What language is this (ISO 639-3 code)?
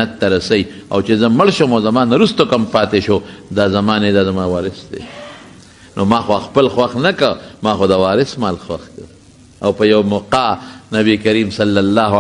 pus